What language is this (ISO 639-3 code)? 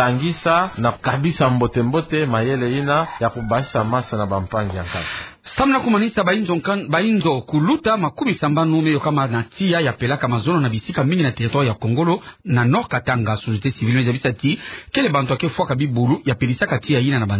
ktu